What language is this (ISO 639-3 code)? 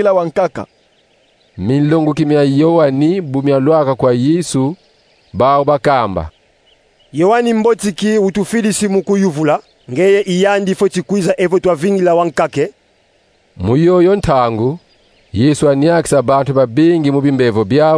kon